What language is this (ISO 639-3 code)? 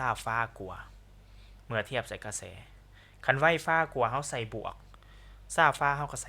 lao